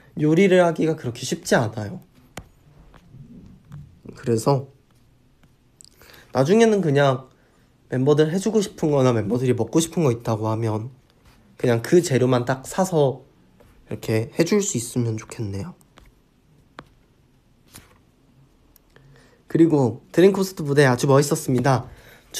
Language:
Korean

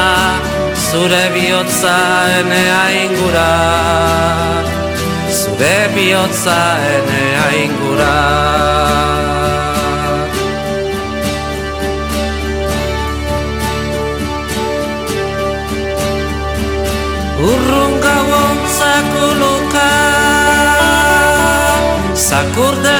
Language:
Basque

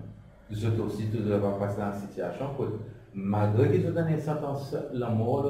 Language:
Seselwa Creole French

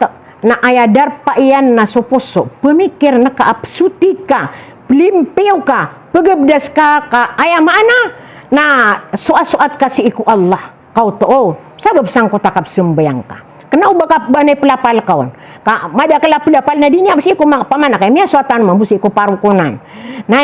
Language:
Maranao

